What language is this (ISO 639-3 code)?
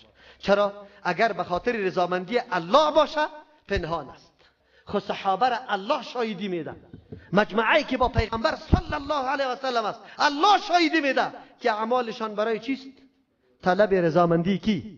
fas